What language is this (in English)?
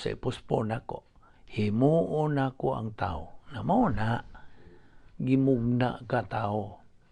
Cebuano